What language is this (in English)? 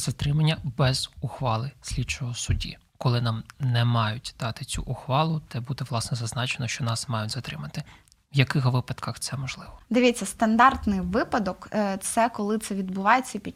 Ukrainian